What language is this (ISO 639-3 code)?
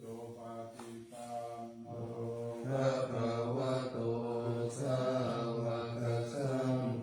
pli